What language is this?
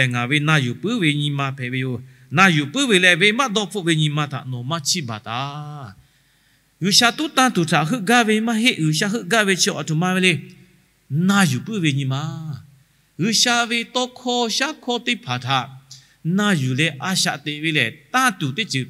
Lahu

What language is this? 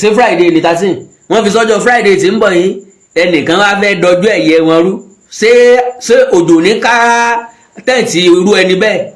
Yoruba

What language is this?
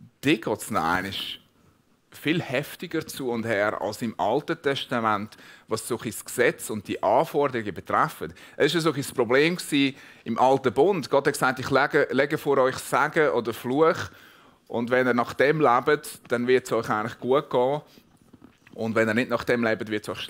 Swiss German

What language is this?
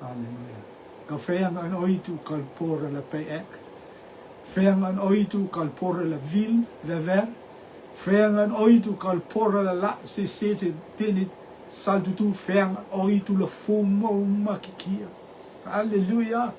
Rotuman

